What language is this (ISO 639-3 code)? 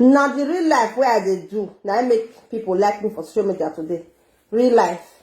pcm